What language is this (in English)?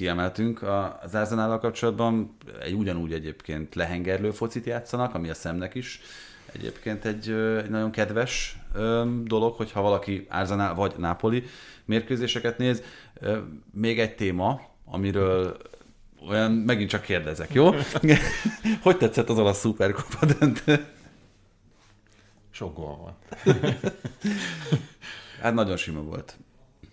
Hungarian